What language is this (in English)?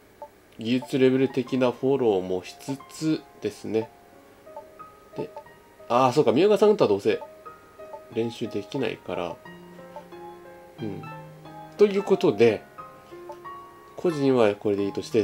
Japanese